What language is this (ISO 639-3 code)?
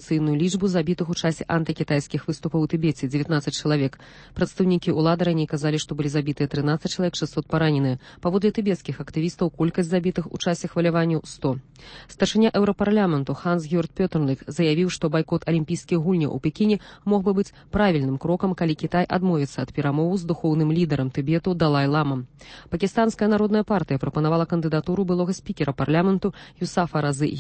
bel